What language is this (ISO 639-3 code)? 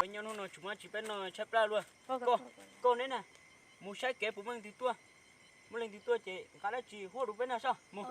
hmn